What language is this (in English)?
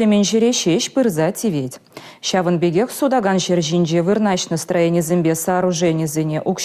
Chuvash